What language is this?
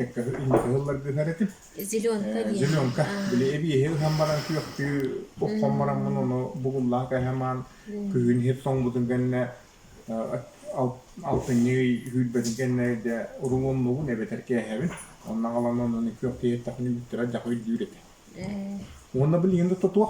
Yakut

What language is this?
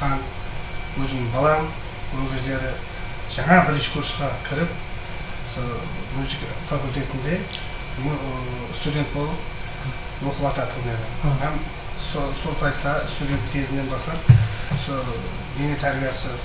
Kara-Kalpak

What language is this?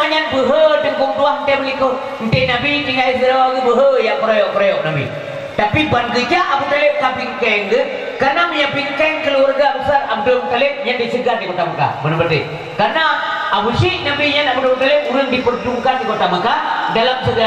Achinese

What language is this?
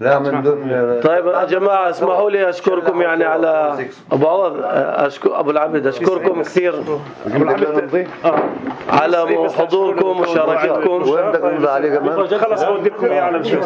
North Levantine Arabic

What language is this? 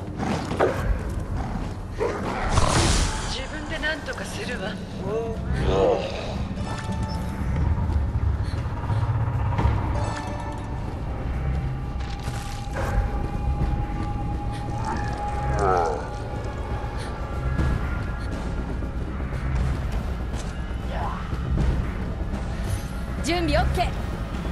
Japanese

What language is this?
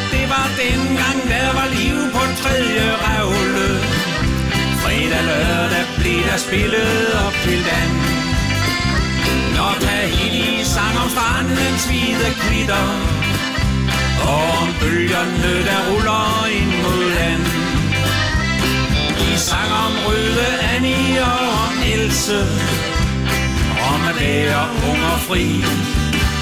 Danish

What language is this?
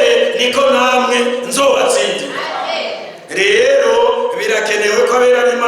Rundi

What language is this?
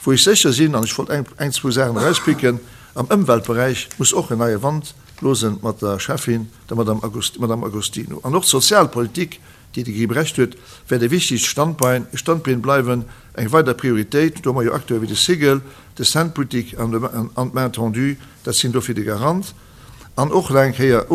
Luxembourgish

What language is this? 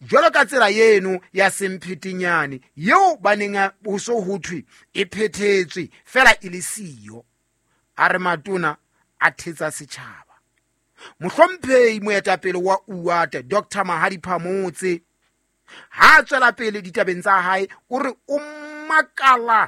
Southern Sotho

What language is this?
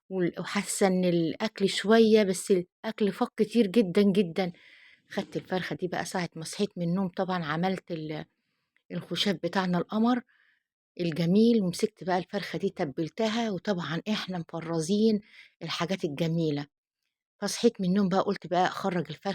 Egyptian Arabic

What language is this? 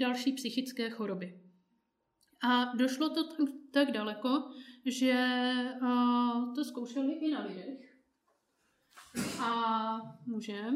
Czech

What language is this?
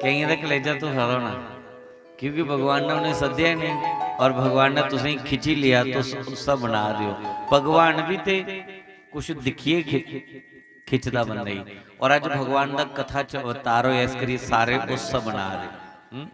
Dogri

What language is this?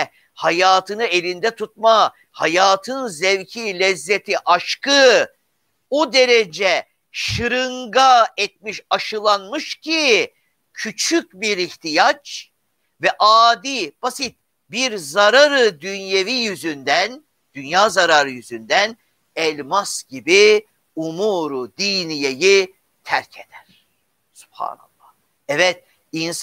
Turkish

